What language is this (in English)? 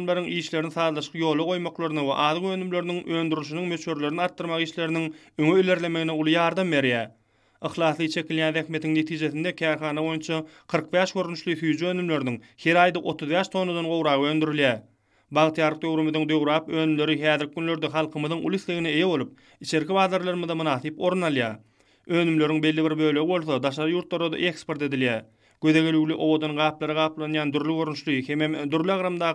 Turkmen